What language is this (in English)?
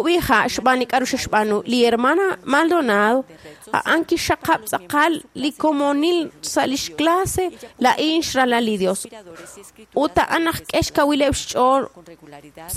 Kekchí